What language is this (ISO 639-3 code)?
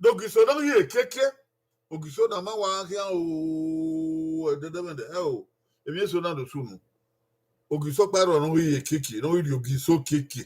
bin